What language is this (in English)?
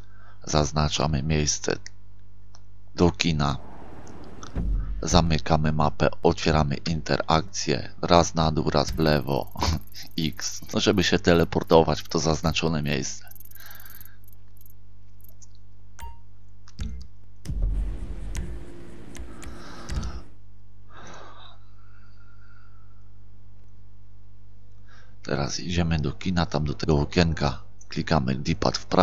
Polish